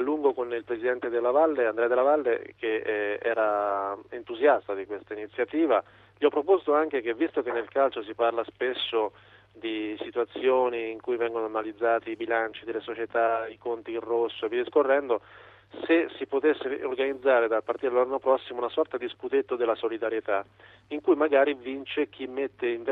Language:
Italian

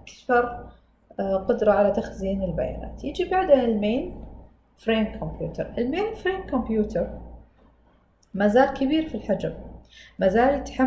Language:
Arabic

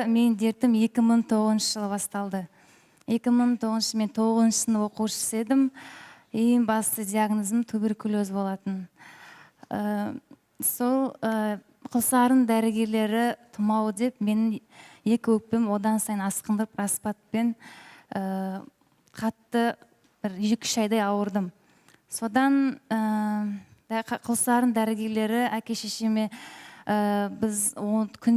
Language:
Kazakh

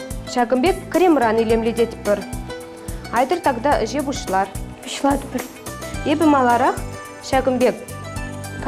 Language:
Chuvash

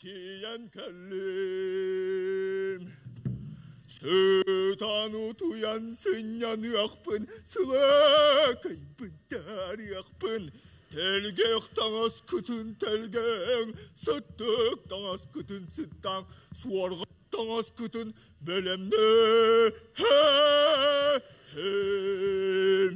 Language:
Yakut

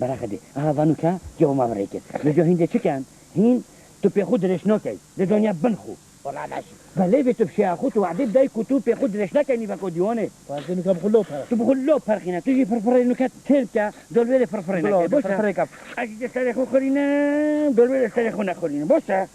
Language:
Kurdish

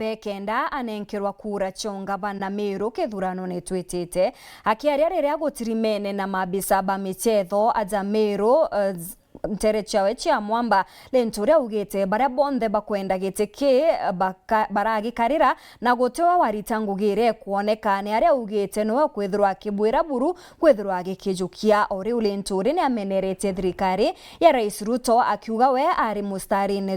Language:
Meru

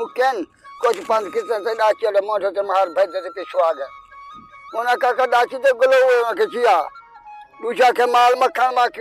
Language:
Saraiki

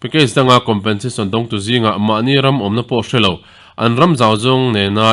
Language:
Mizo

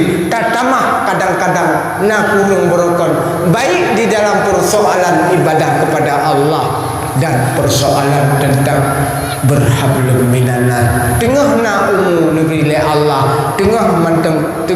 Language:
Achinese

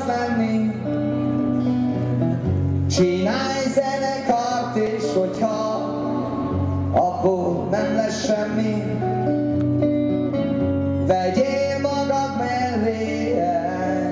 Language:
Hungarian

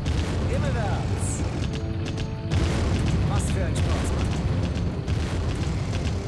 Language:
German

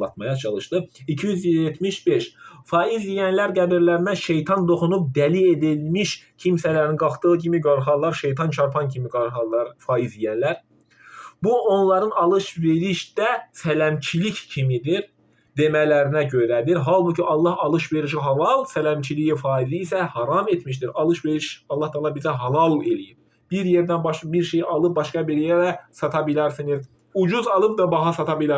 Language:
Azerbaijani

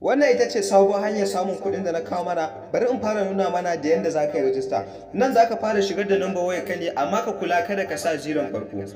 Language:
Hausa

